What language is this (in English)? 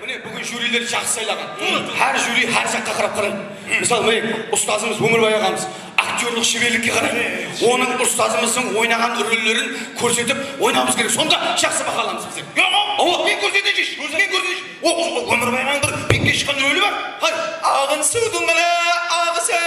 Kara-Kalpak